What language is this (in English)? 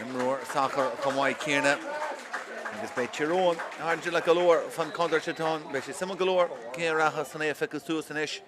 Irish